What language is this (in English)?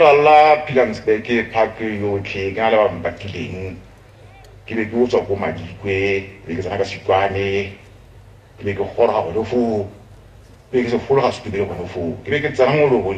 Tswana